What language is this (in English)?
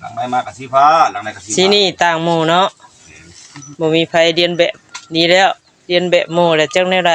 Northeastern Thai